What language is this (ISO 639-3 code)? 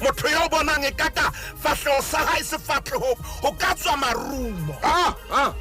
sot